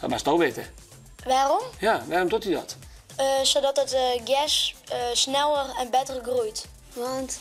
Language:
Western Frisian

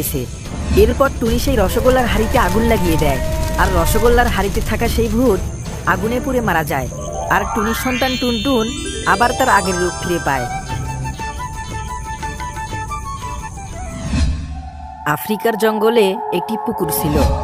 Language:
Bangla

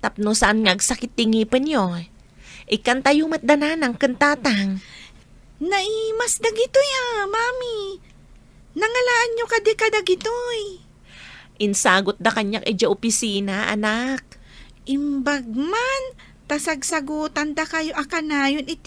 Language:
Iloko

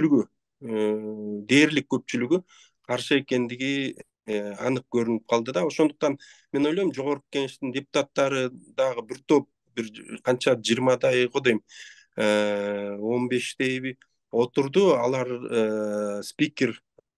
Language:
Kyrgyz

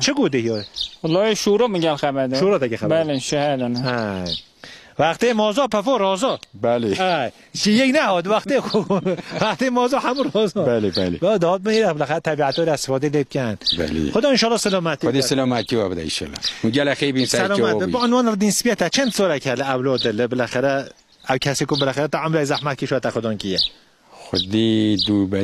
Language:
Kurdish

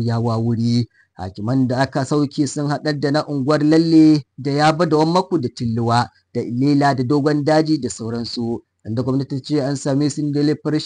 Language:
Hausa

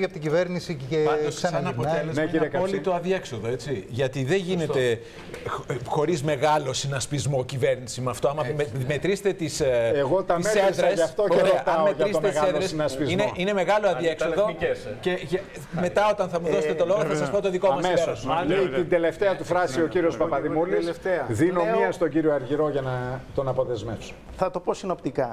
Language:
Greek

